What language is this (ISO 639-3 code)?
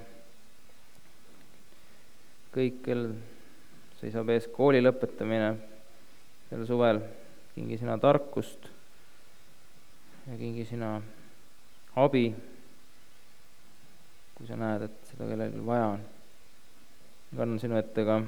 est